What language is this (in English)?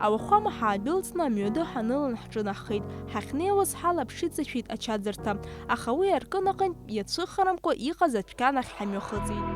Abkhazian